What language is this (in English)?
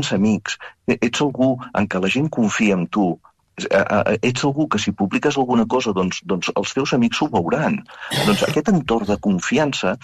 Catalan